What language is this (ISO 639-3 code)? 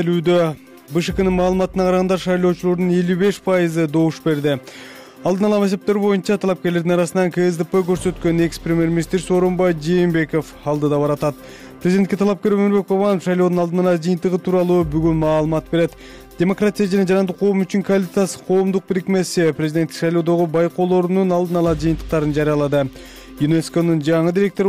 kir